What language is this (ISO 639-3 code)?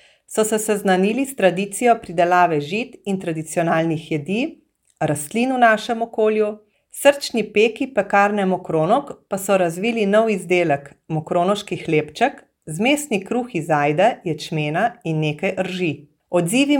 slv